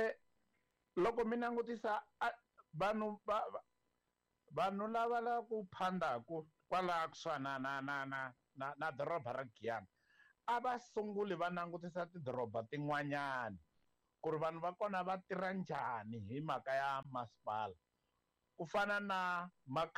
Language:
Tsonga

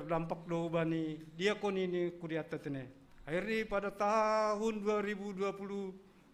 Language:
Batak Simalungun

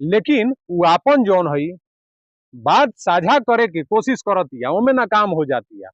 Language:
Bhojpuri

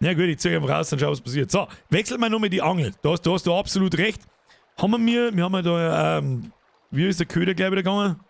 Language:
Bavarian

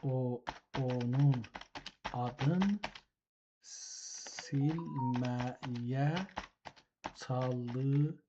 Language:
South Azerbaijani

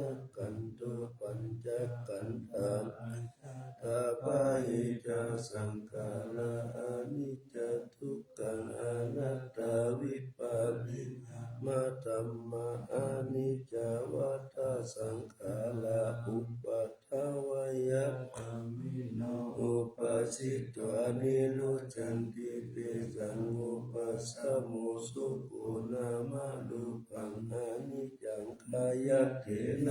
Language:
Pali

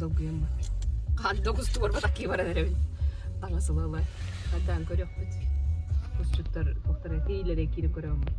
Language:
Yakut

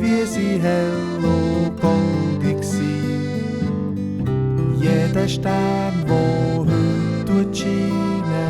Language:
Swiss German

